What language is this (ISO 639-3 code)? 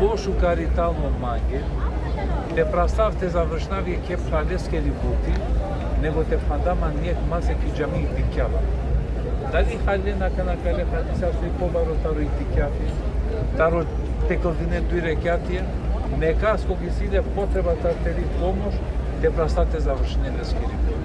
rmn